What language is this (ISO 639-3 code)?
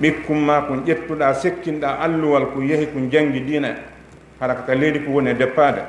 ful